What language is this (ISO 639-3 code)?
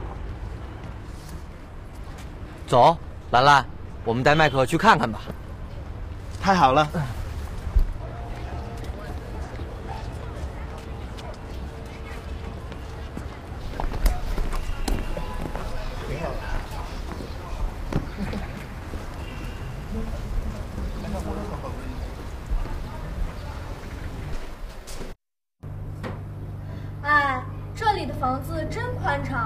zho